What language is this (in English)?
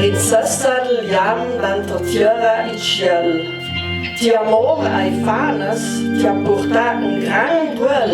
Ladin